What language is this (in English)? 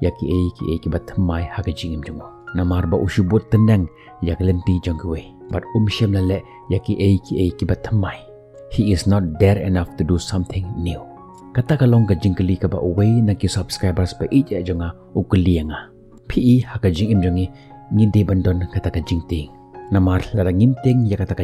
Khasi